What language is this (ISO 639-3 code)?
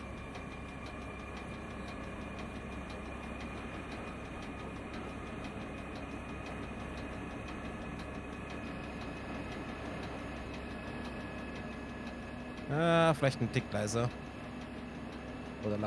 deu